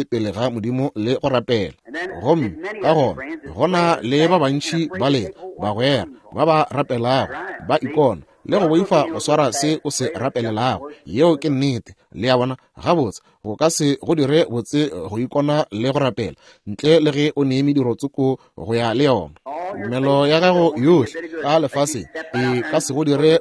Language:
Northern Sotho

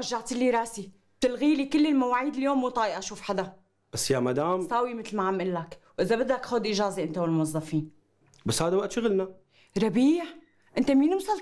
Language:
North Levantine Arabic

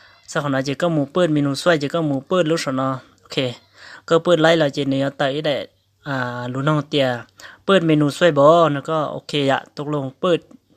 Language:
Hmong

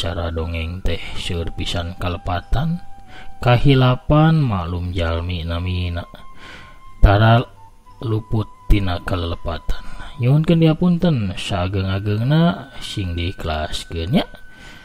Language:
Sundanese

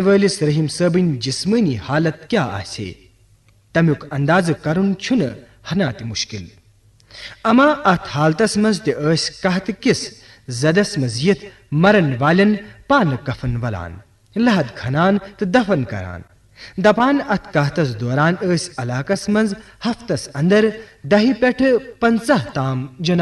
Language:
Kashmiri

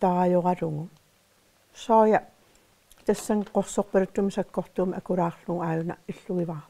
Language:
Kalaallisut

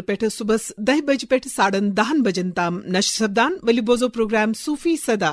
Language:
Kashmiri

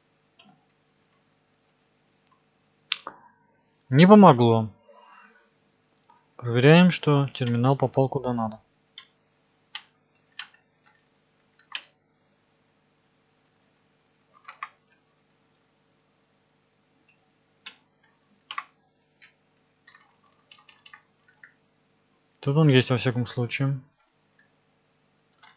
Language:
Russian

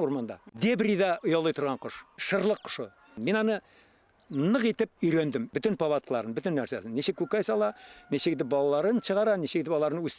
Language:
Bashkir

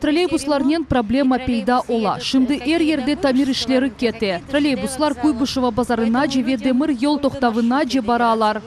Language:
Crimean Tatar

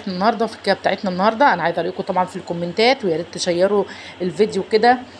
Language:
Egyptian Arabic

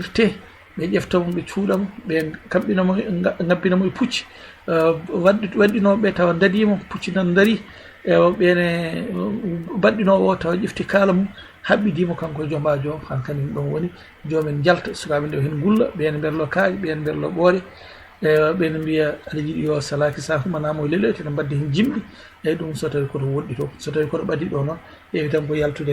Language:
Fula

